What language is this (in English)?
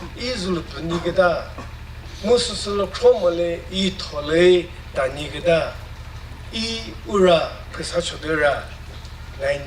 Chokri Naga